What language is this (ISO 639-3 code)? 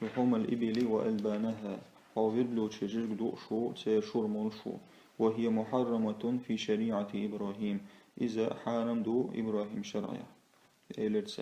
che